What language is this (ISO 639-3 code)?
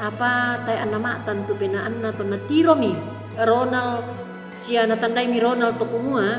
sda